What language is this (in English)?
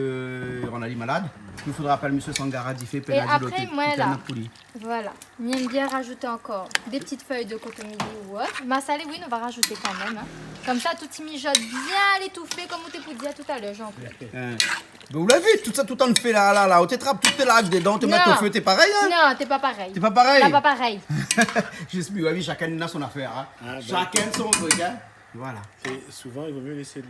Réunion Creole French